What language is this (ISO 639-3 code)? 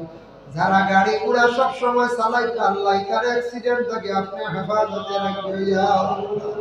syl